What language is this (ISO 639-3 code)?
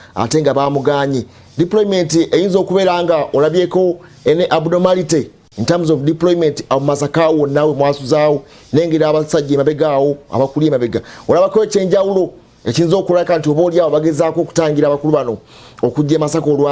lug